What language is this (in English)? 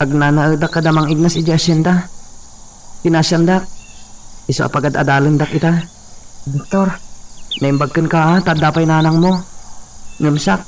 Iloko